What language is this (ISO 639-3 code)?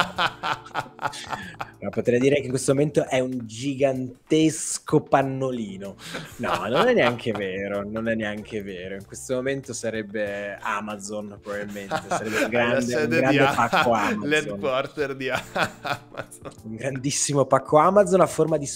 ita